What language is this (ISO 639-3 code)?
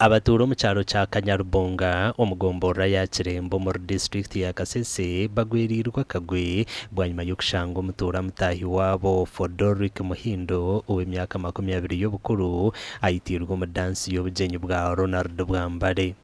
nyn